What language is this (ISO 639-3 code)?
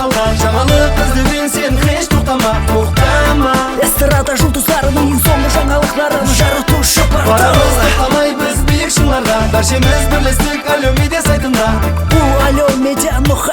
kaa